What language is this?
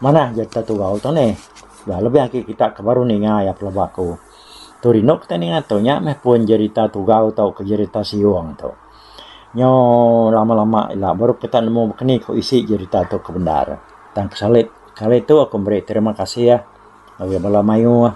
Iban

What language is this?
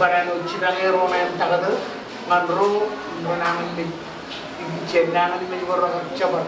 Marshallese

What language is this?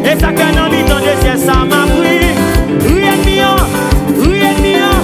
Haitian Creole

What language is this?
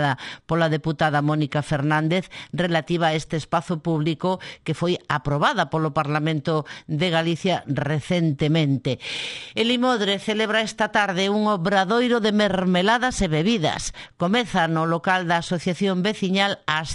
Galician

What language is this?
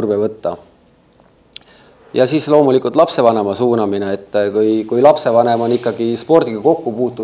Estonian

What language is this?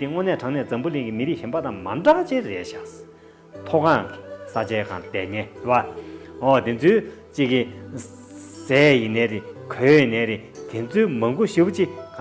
Tibetan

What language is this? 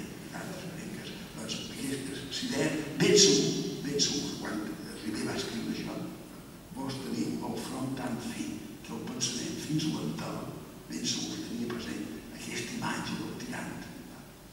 Catalan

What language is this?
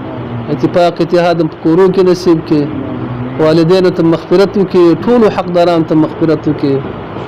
Pashto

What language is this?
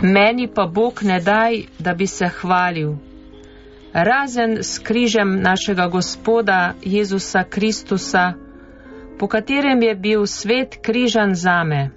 Slovenian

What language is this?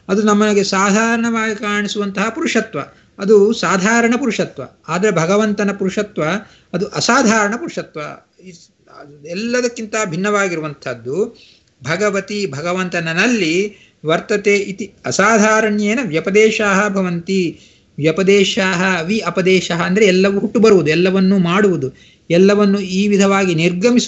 Kannada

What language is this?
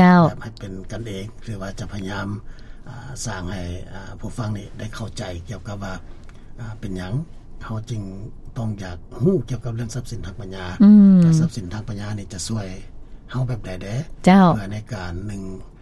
Lao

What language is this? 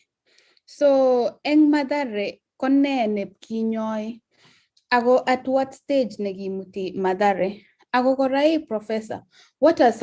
Kalenjin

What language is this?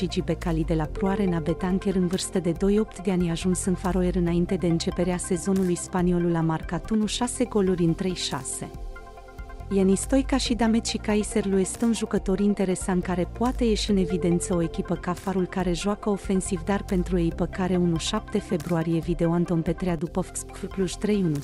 Romanian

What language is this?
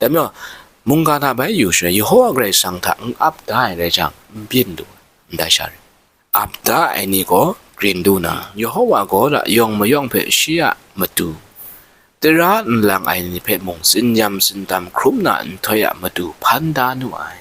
Kachin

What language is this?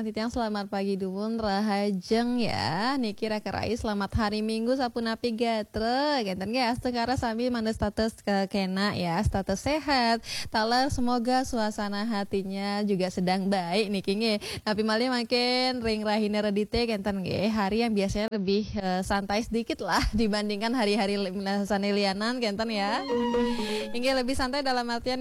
Balinese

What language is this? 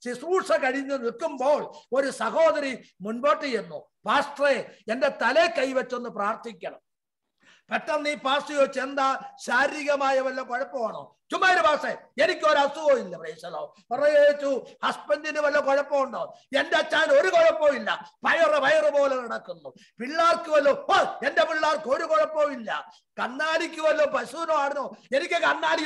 Malayalam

